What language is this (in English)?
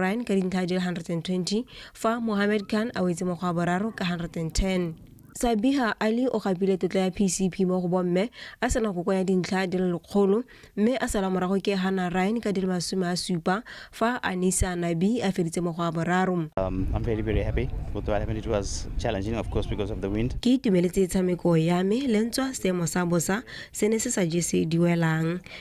Tswana